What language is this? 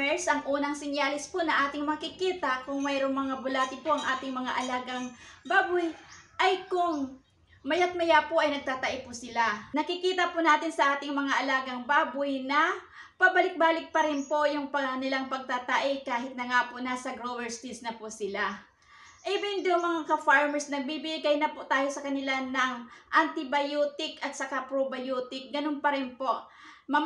Filipino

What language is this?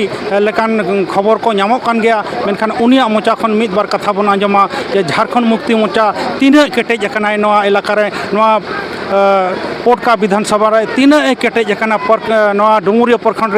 Santali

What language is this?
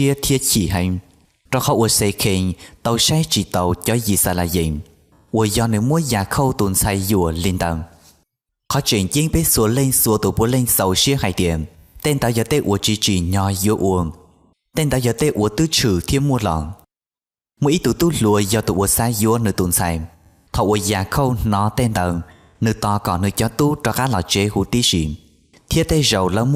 Hmong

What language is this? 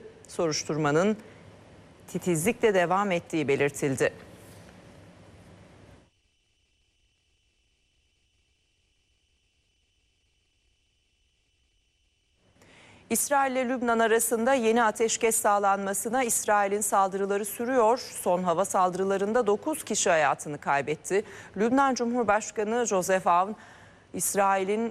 Turkish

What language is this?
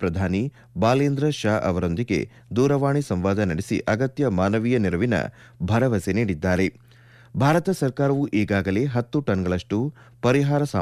Kannada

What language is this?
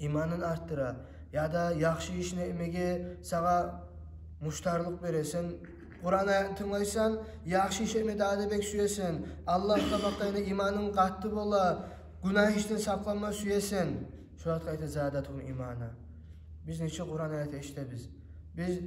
Kumyk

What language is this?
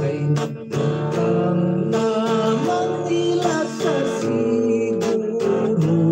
Hiligaynon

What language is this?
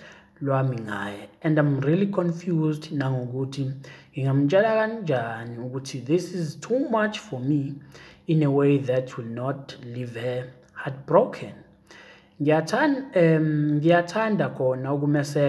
Zulu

